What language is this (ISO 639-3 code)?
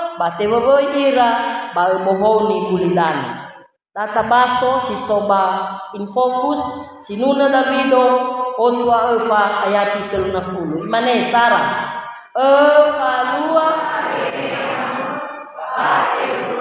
nia